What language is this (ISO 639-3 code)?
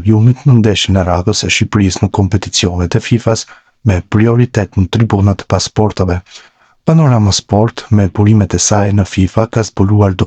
sqi